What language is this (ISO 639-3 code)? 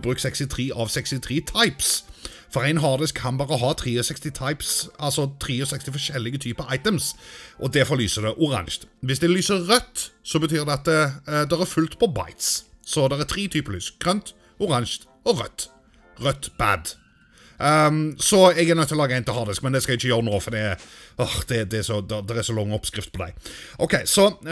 nor